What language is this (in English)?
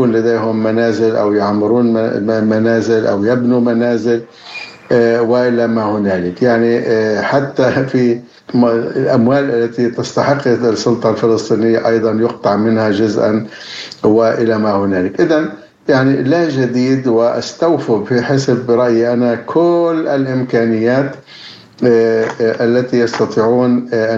Arabic